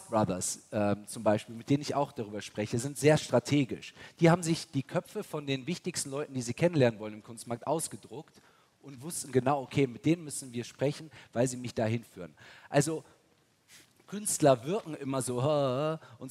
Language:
German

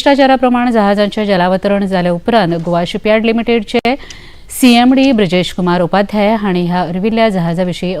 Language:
Konkani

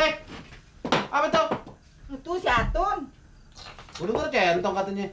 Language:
Betawi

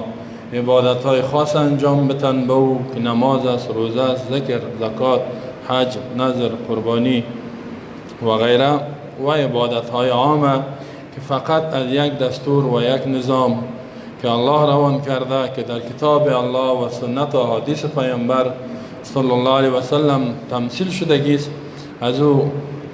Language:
Persian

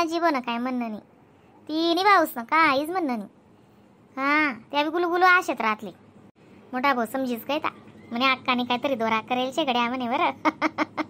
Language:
Khandesi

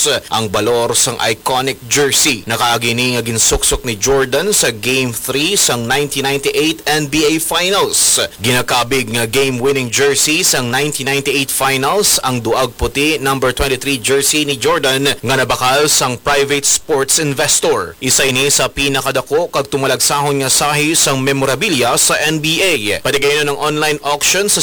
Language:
Hiligaynon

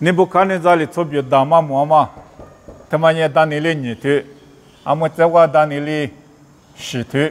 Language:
Lisu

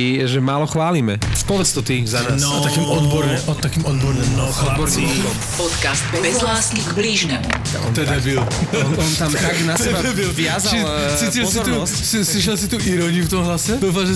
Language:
Slovak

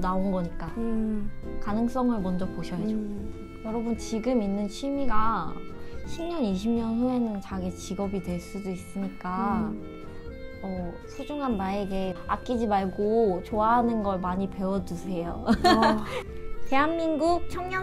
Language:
Korean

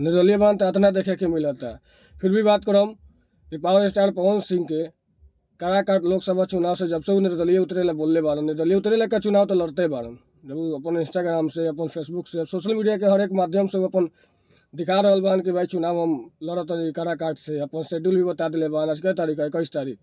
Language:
Bhojpuri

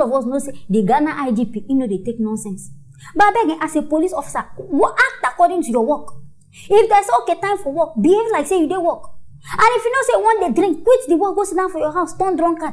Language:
Nigerian Pidgin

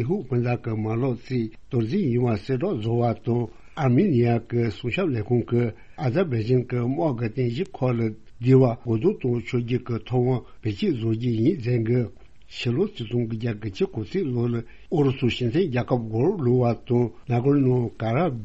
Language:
Tibetan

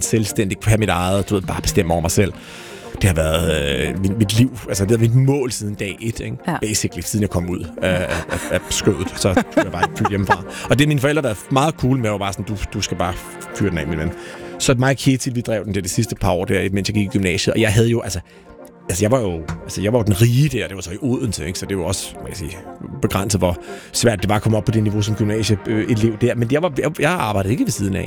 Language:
Danish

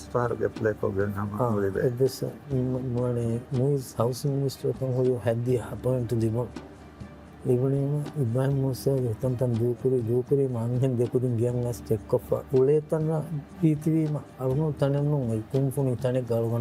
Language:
Divehi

